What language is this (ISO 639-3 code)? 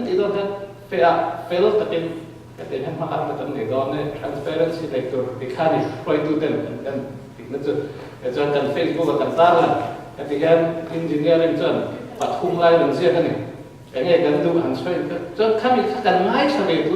lus